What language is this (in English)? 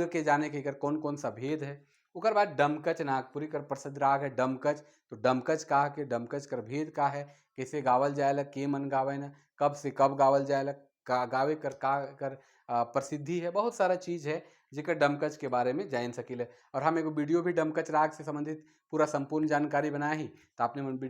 Sadri